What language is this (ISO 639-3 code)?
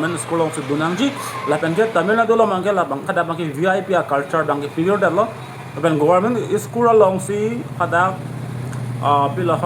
mjw